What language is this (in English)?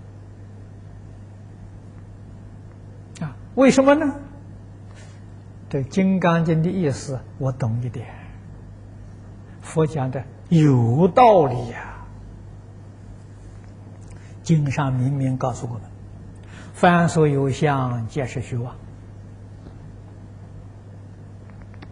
Chinese